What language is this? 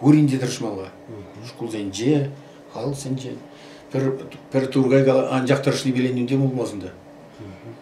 Chuvash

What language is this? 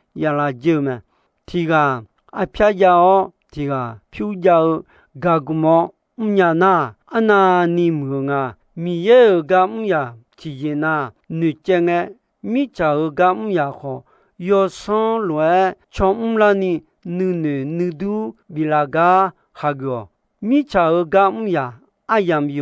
Akha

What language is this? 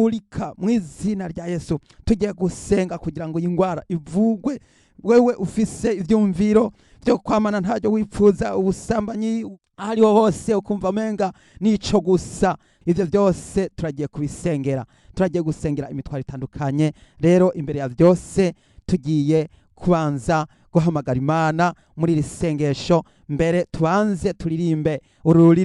Rundi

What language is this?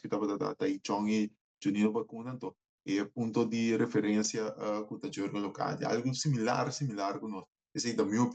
Papiamento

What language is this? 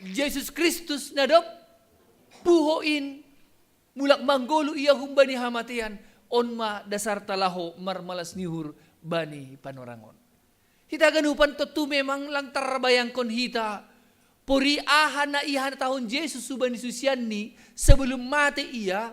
Batak Simalungun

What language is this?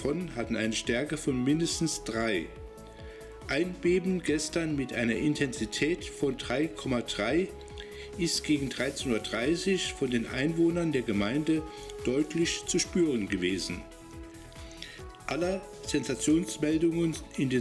German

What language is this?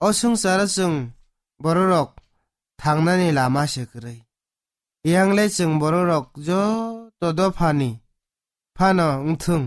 Kok Borok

